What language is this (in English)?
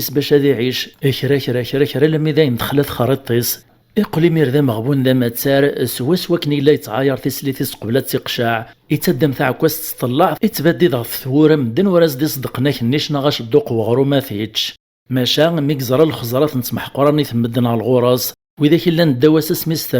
Kabyle